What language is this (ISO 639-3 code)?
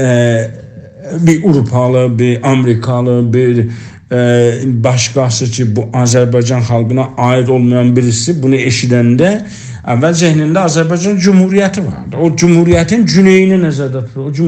azb